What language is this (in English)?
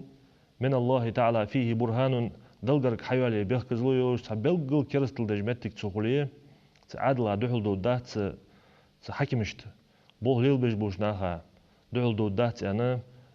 Ingush